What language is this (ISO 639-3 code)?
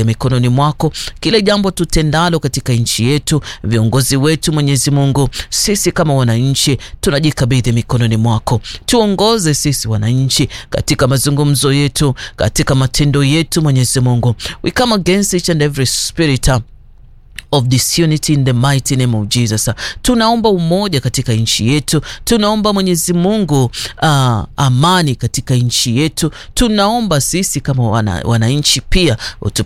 swa